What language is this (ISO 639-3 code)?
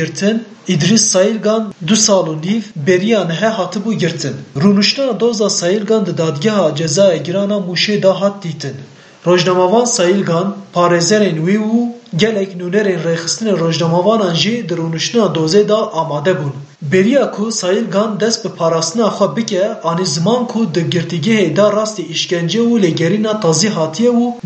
kur